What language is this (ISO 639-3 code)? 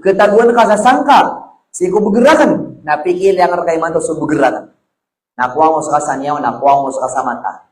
mrw